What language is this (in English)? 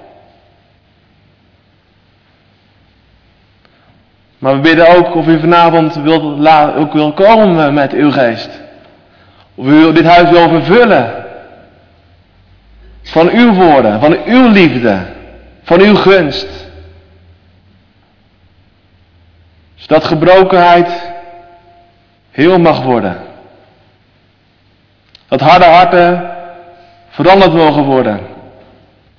Dutch